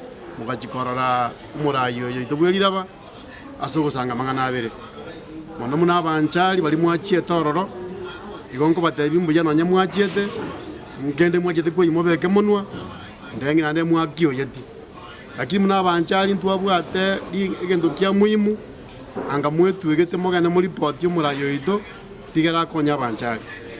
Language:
Gusii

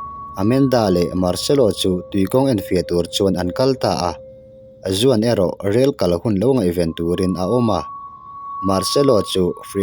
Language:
Mizo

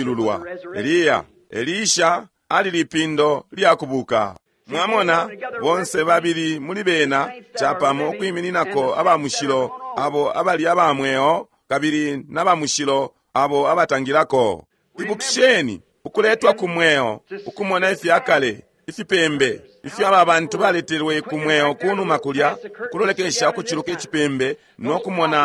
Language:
Bemba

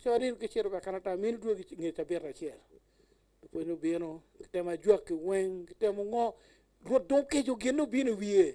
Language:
Acoli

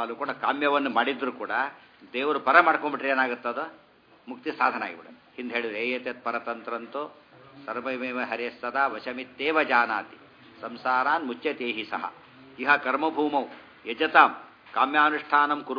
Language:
Kannada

